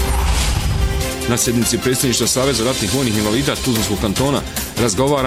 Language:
Bosnian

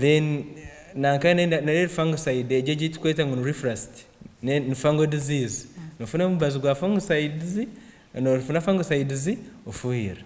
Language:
Nyankole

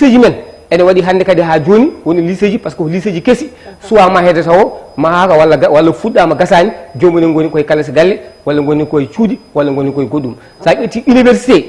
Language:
Fula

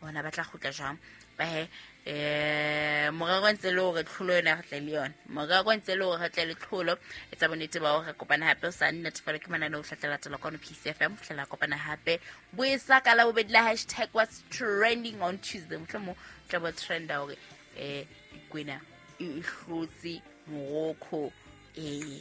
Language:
Southern Sotho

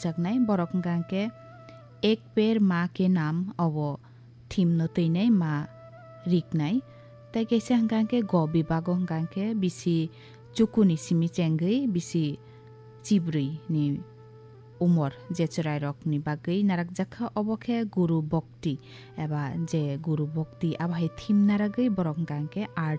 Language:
Kok Borok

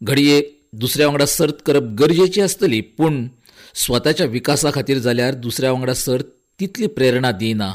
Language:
Konkani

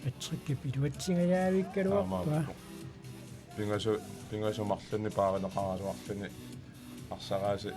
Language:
Kalaallisut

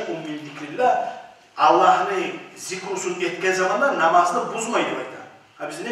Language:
Kumyk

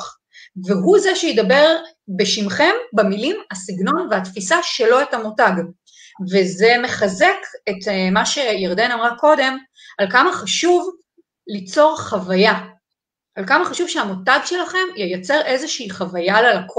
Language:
Hebrew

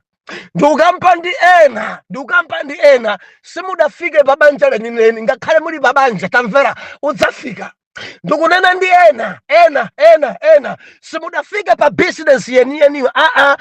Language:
Nyanja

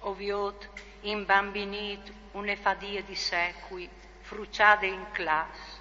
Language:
Friulian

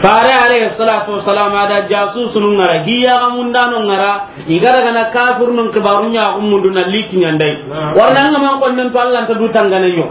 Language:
Soninke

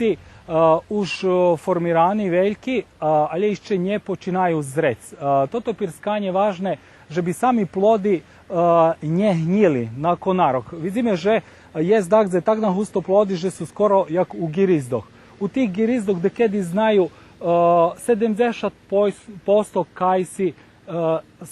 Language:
Rusyn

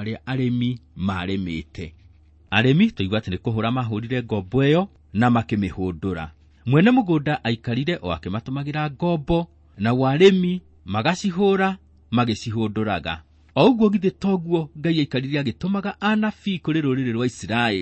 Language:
Kikuyu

